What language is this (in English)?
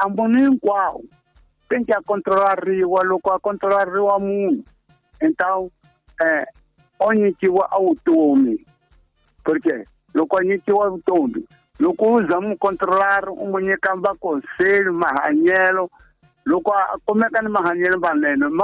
Tsonga